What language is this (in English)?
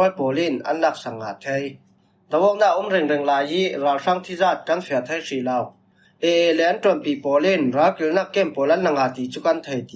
Falam Chin